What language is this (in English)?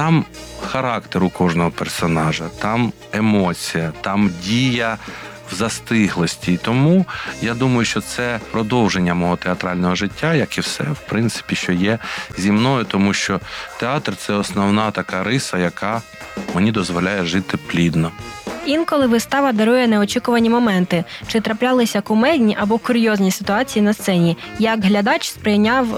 Ukrainian